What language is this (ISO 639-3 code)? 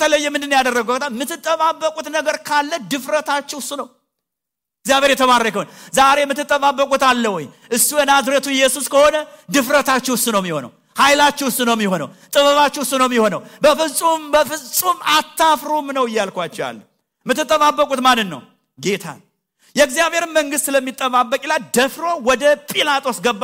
amh